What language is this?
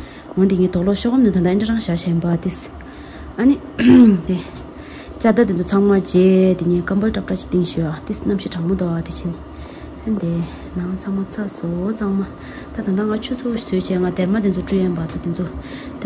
Tibetan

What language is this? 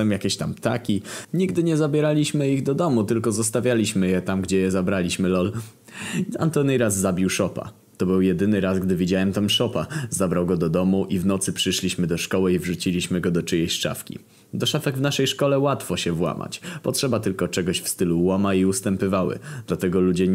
Polish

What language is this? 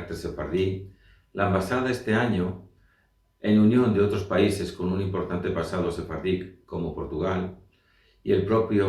Ladino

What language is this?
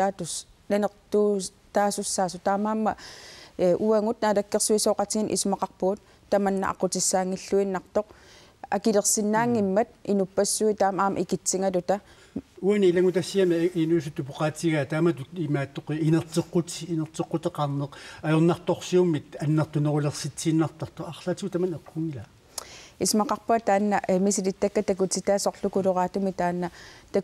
Kalaallisut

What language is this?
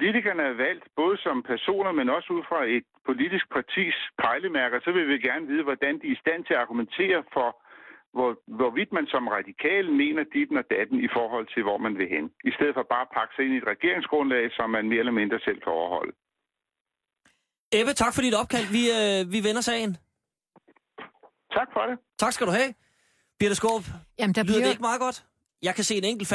Danish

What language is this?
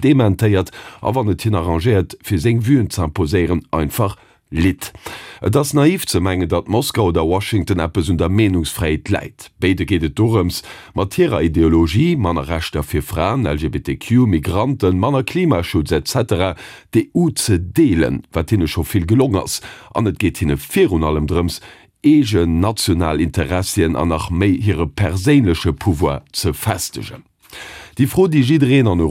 Luxembourgish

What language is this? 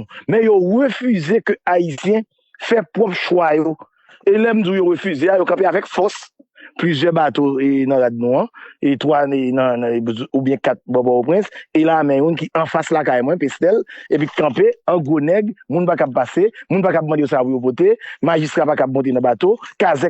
Haitian Creole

